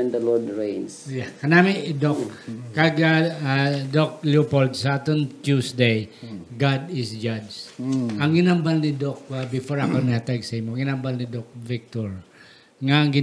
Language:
Hiligaynon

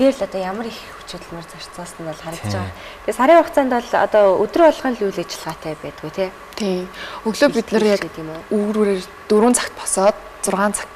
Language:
Mongolian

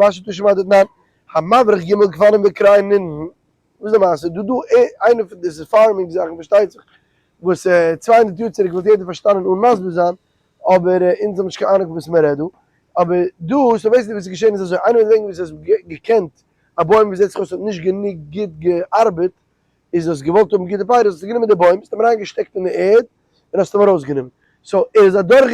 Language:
Yiddish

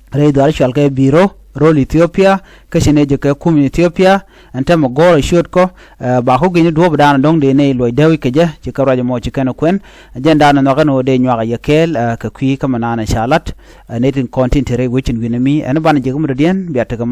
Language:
Nuer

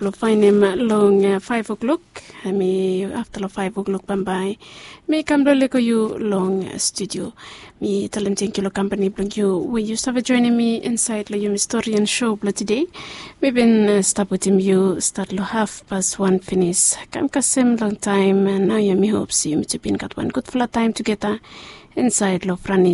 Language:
Bislama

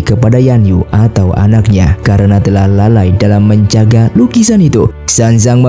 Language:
Indonesian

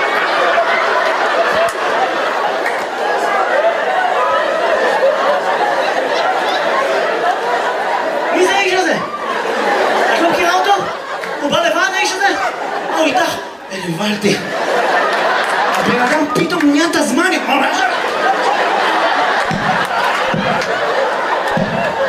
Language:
Hebrew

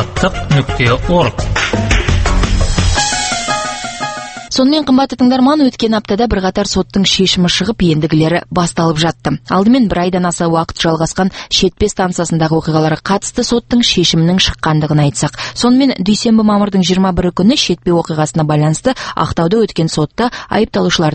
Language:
Kazakh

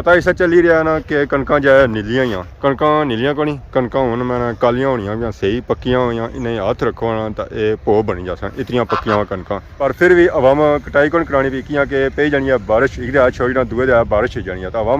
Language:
Pahari-Potwari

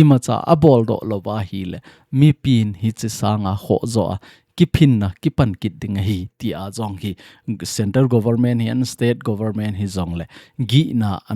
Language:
Thado Chin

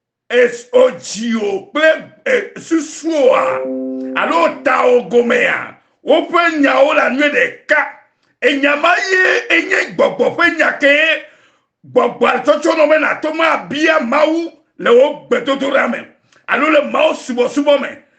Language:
Ewe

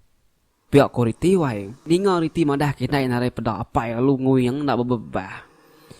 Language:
Iban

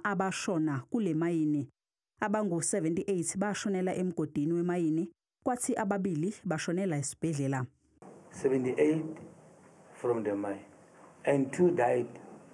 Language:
Zulu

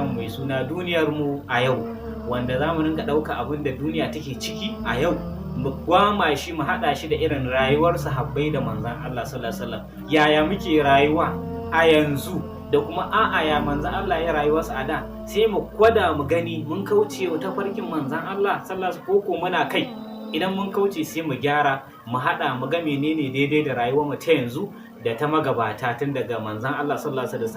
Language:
Hausa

